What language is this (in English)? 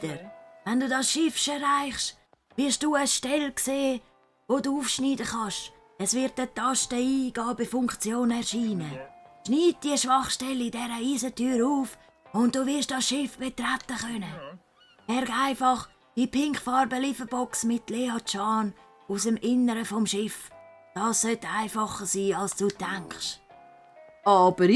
Swiss German